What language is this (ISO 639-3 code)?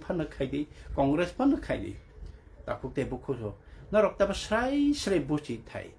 trp